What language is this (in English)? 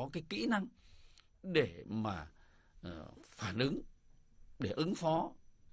Vietnamese